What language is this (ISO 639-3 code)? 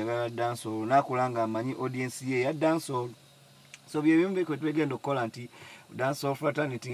lug